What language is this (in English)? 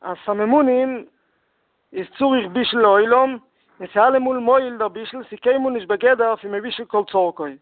Yiddish